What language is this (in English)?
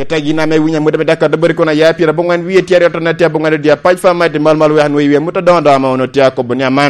Lango (Uganda)